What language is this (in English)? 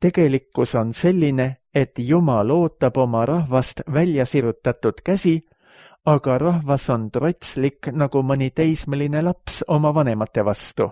Estonian